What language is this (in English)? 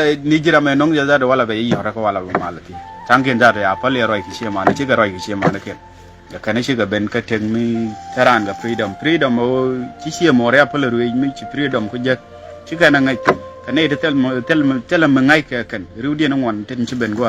Nuer